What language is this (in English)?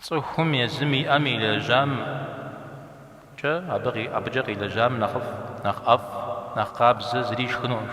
Kabardian